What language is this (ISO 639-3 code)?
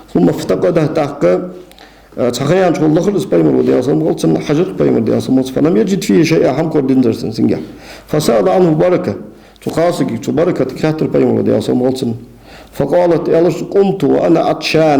inh